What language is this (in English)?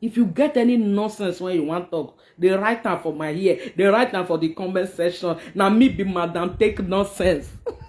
Nigerian Pidgin